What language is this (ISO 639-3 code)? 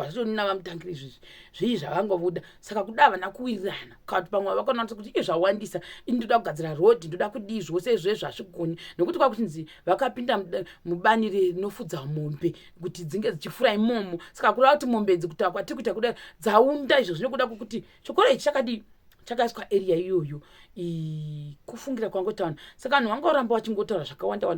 sna